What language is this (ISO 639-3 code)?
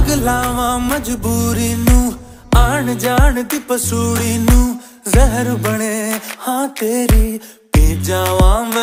pan